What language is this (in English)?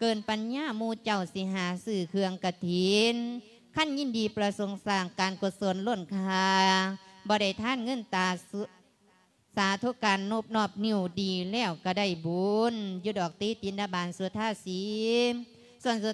Lao